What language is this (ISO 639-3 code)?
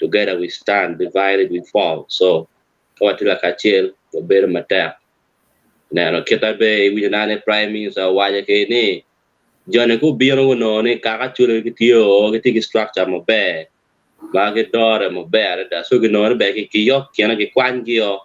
ach